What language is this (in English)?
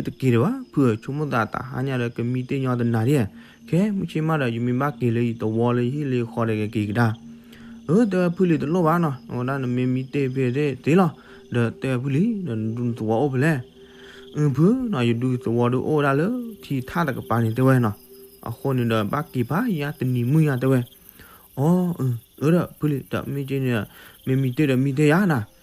S'gaw Karen